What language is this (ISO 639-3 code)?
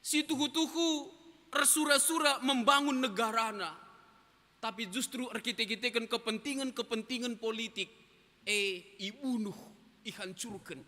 btx